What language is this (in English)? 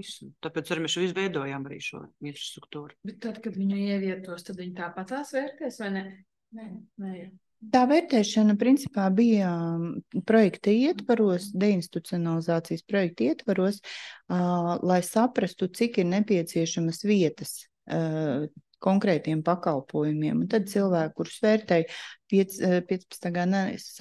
Latvian